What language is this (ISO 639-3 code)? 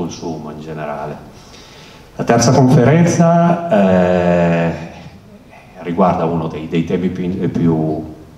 ita